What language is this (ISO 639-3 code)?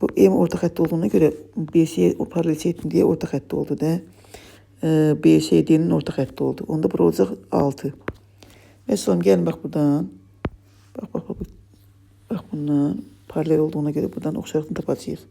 aze